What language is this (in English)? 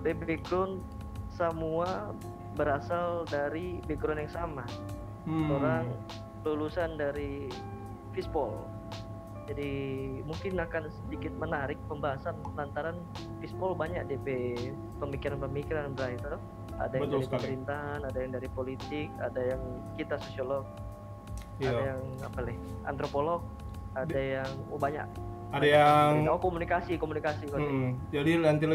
Manado Malay